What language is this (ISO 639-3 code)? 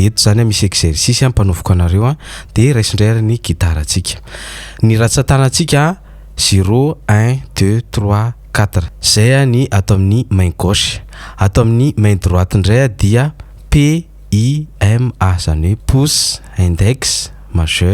mlg